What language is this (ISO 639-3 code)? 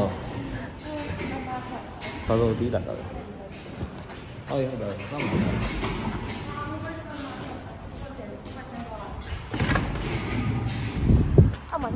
mya